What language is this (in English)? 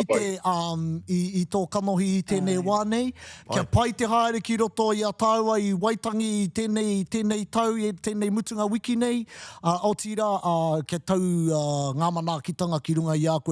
Māori